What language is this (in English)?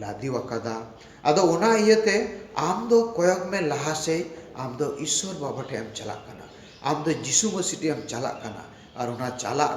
Santali